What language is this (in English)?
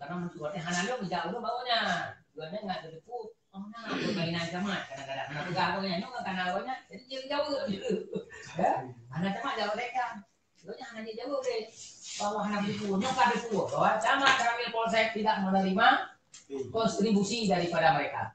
Achinese